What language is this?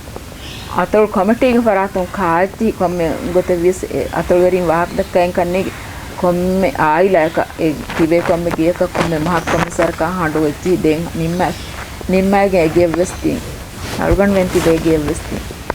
Divehi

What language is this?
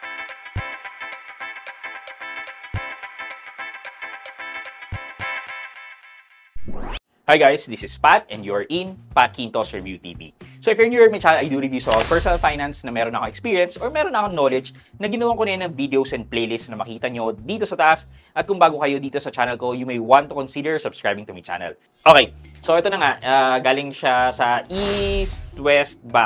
Filipino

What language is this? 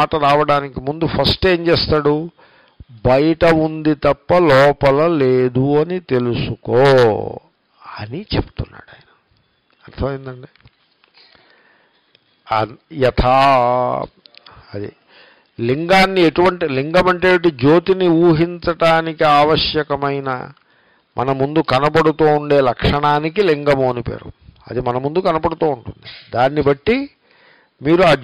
Telugu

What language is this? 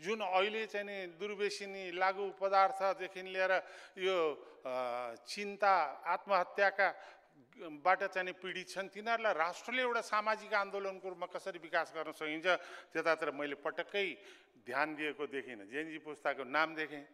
Nepali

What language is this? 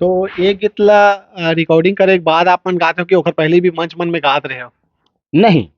Chhattisgarhi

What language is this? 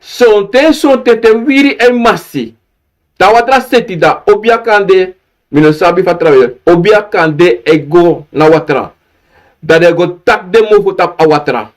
Sranan Tongo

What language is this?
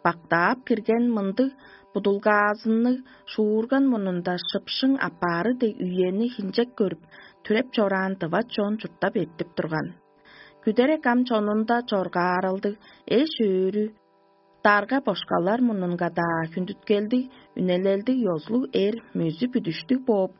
Tuvinian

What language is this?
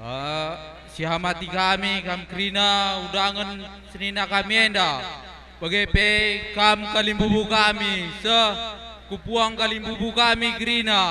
Batak Karo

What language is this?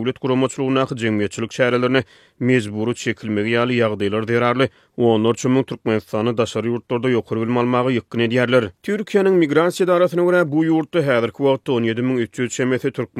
Turkmen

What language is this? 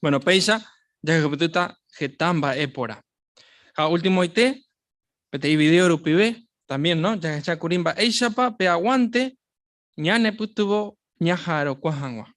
Guarani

